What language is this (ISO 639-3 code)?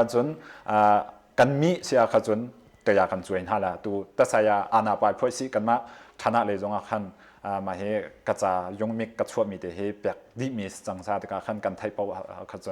cnh